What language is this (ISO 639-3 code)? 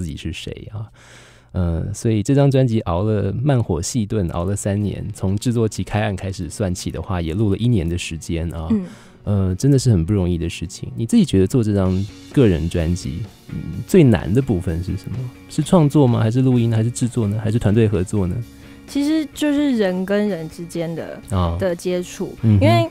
zho